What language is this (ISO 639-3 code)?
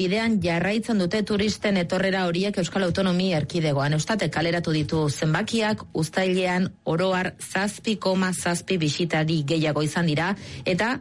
eus